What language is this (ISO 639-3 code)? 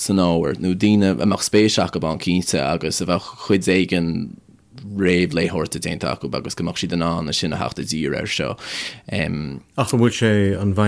gle